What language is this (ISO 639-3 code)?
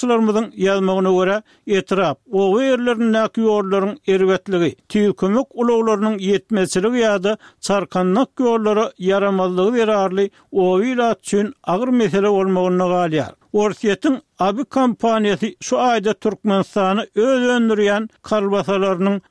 tuk